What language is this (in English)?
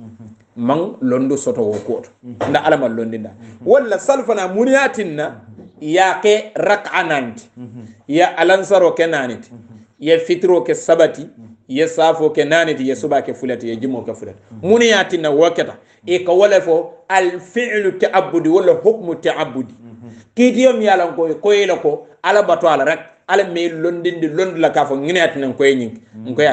Hausa